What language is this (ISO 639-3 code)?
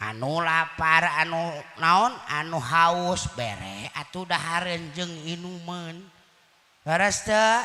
sun